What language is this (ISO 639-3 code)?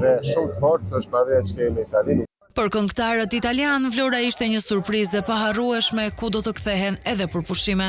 sqi